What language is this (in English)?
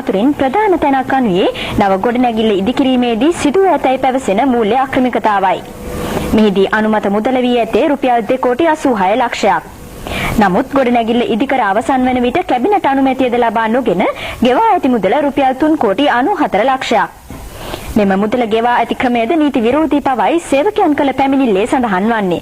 Sinhala